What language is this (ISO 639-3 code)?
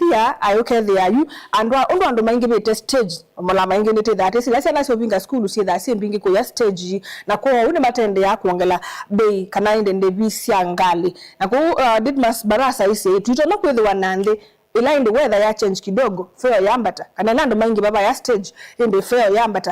kam